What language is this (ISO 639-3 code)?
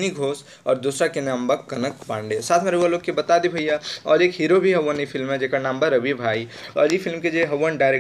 bho